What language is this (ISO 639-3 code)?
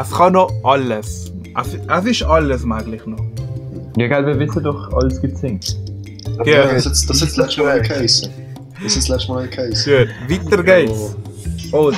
gsw